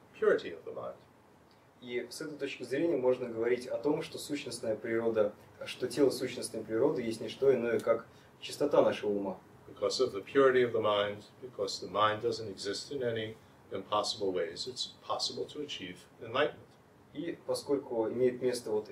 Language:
Russian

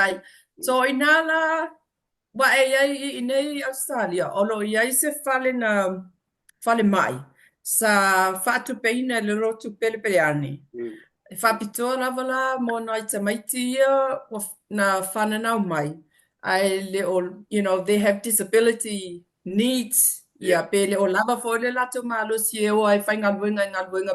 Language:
Samoan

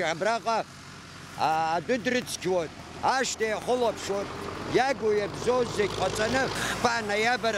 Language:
Abkhazian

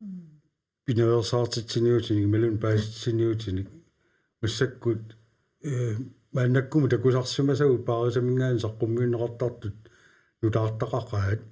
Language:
Kalaallisut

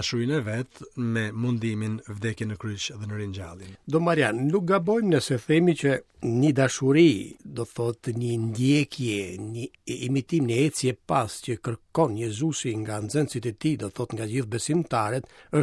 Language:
Albanian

